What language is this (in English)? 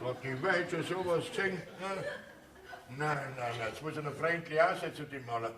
Bavarian